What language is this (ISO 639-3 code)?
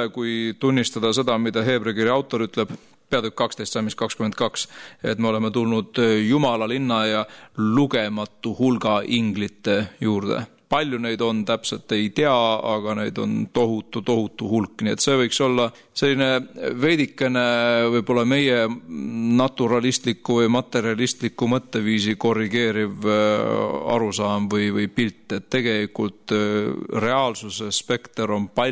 est